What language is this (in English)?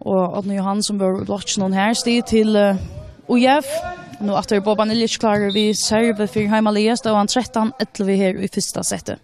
Faroese